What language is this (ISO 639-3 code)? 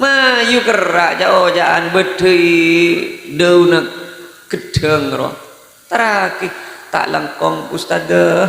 mad